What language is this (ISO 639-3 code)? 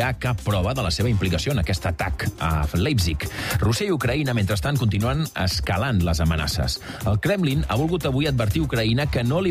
cat